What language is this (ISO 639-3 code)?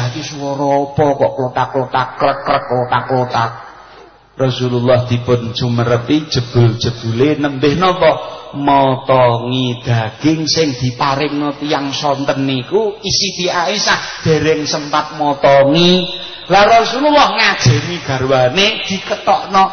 jav